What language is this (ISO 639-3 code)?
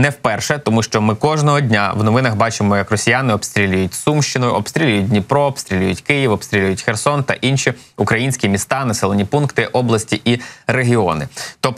ukr